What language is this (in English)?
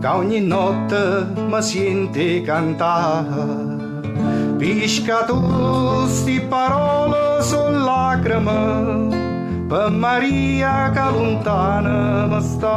Neapolitan